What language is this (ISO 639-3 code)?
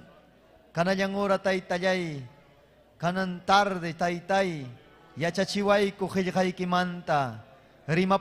quy